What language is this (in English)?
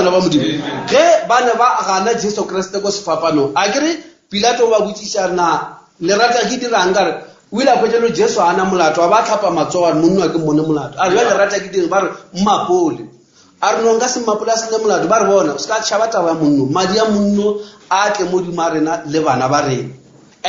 Northern Sotho